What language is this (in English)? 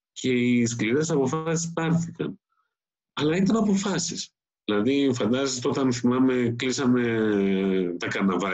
Greek